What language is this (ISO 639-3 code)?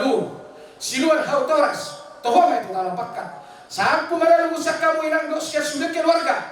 bbc